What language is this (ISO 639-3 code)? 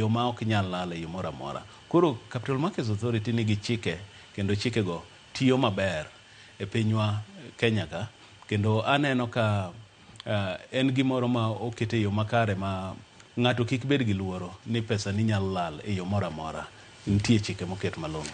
luo